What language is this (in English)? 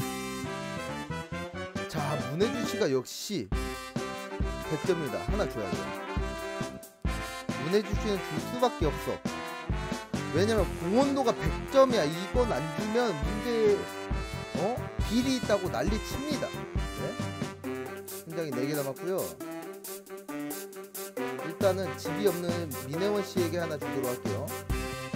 Korean